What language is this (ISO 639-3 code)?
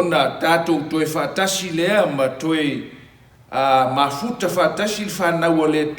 smo